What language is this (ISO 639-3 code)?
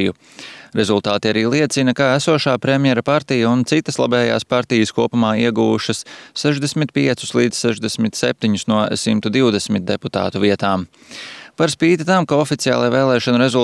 lav